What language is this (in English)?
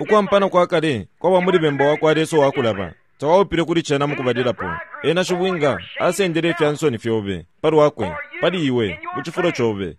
Bemba